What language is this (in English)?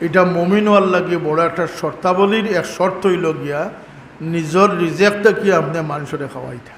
Sylheti